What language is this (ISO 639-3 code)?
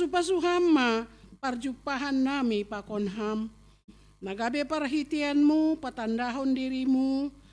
bts